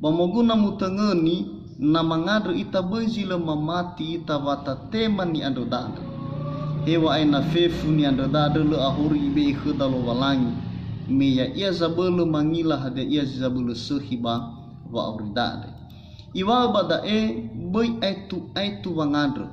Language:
Nias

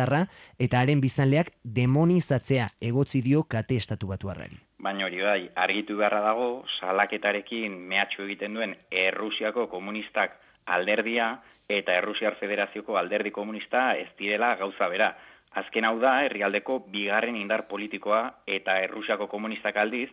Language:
Basque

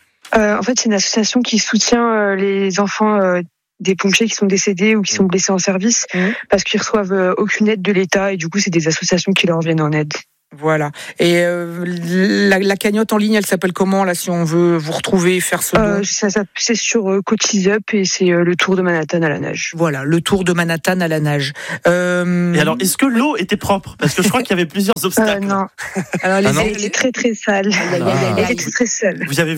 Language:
French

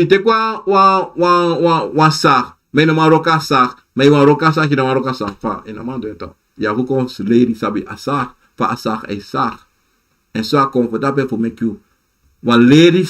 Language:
Sranan Tongo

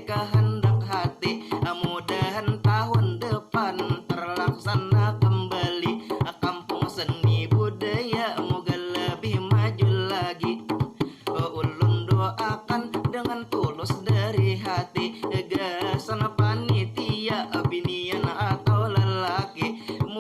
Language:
Banjar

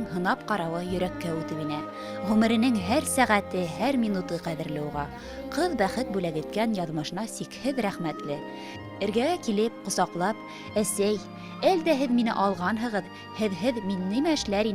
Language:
Bashkir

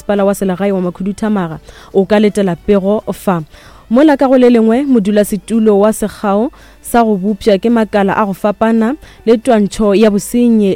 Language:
Northern Sotho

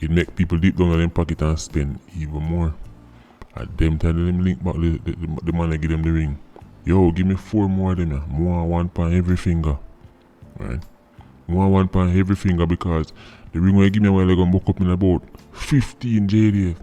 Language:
Jamaican Creole English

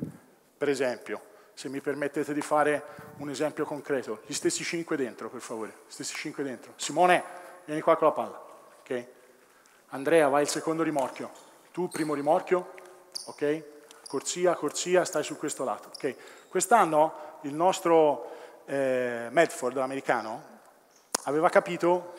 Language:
Italian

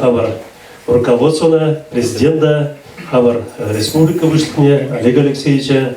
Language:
Chuvash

